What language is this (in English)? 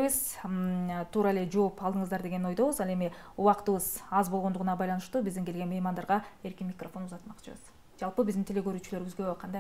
Kyrgyz